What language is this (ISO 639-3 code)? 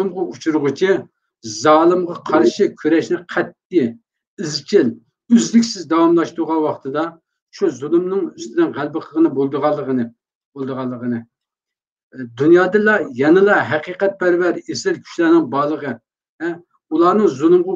uig